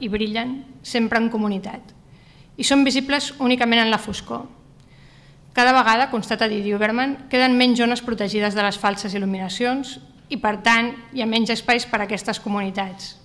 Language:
Catalan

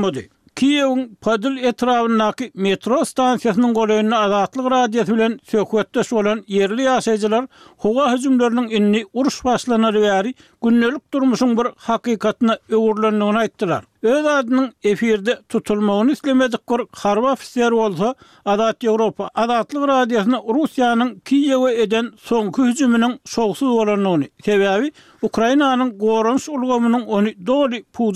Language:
Turkmen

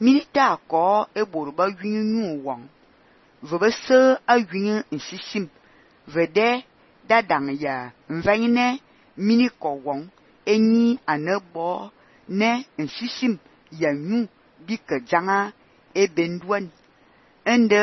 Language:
Fang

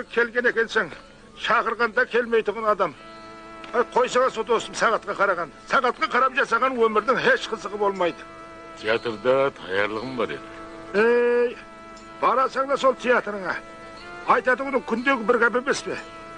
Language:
Kara-Kalpak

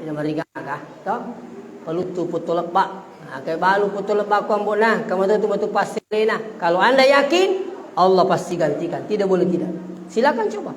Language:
Buginese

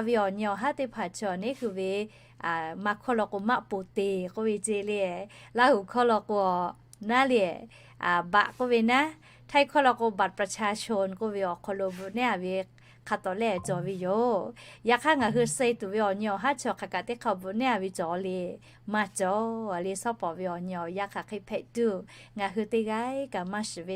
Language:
Lahu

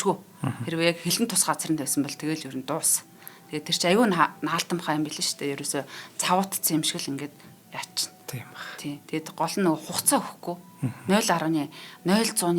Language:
Mongolian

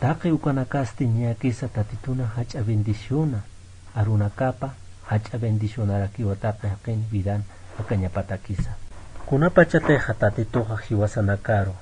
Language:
Aymara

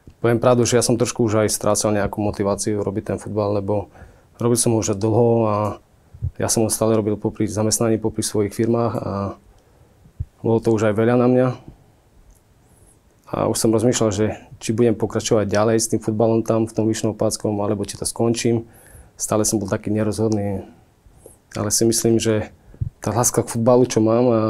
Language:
Slovak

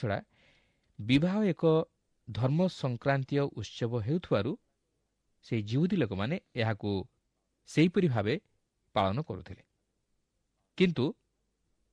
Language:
Odia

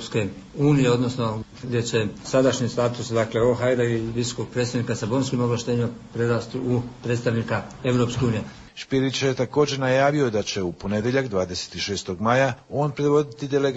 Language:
Croatian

